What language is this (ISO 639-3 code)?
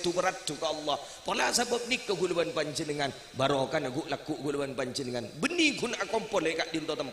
mad